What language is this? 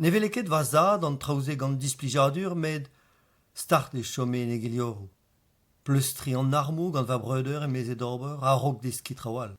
Breton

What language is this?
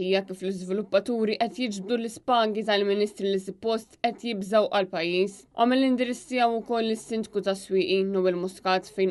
Maltese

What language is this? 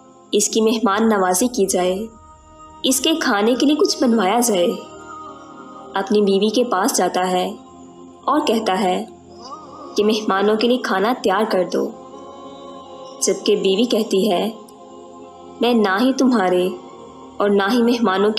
Urdu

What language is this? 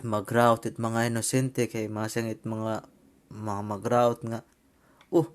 Waray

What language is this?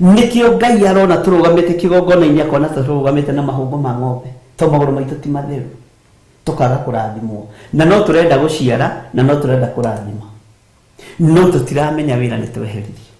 Kikuyu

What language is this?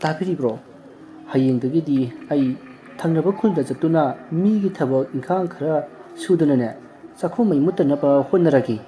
Manipuri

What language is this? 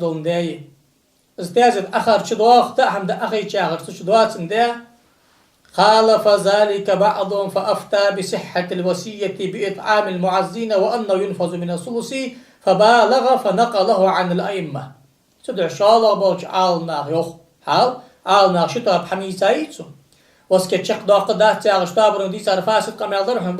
Ingush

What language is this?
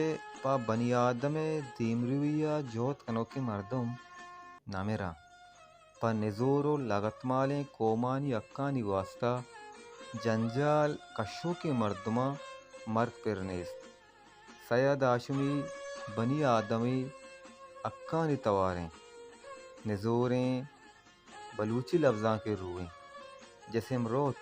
Baluchi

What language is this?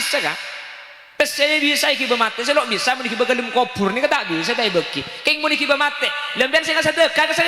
Madurese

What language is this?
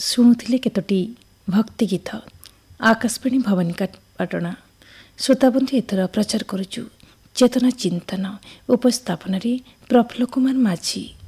Odia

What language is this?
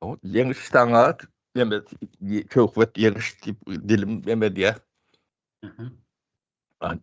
Turkmen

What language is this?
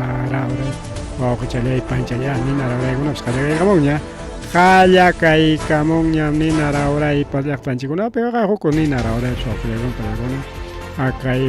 Ayacucho Quechua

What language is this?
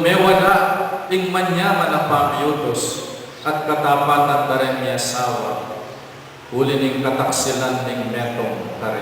Pampanga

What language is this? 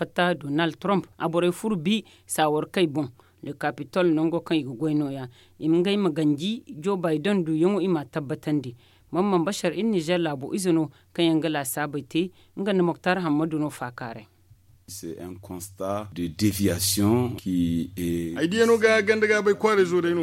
Zarma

